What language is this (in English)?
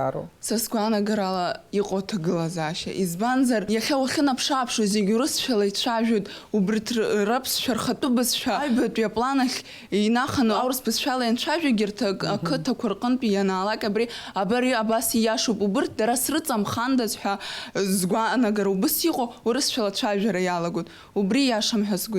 Abkhazian